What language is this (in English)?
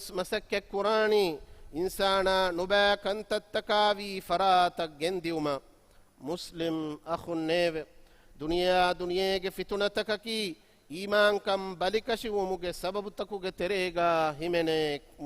Divehi